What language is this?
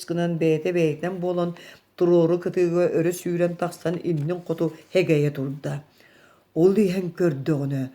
Yakut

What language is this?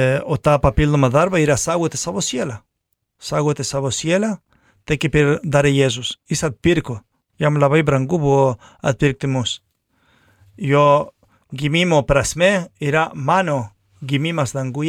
Lithuanian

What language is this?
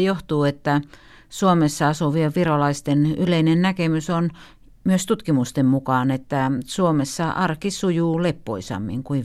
Finnish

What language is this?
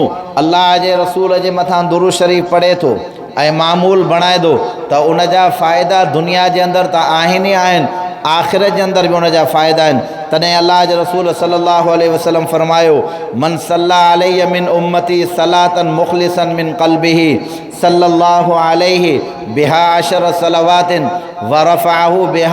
Sindhi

